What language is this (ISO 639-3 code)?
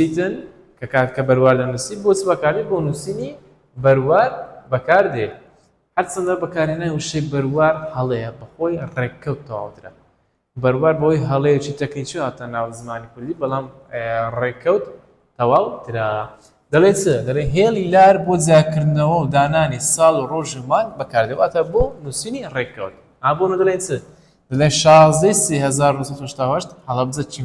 ckb